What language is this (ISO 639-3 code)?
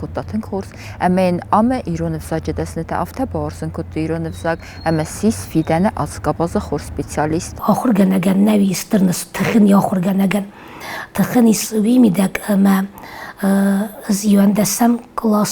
oss